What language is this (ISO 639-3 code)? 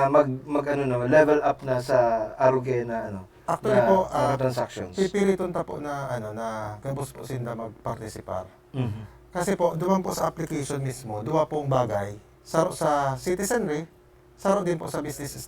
bik